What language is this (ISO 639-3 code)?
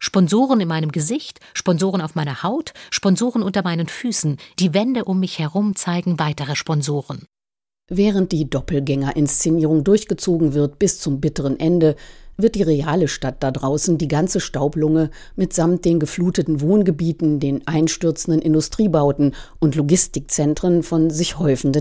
deu